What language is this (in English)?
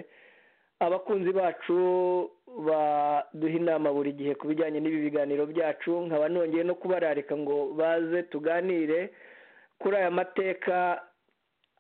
Kinyarwanda